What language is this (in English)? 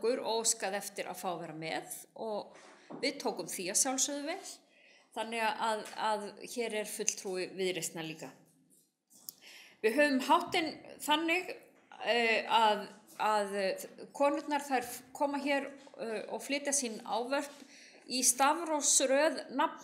Icelandic